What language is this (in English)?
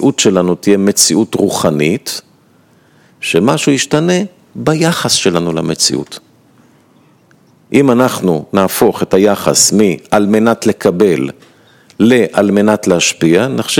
Hebrew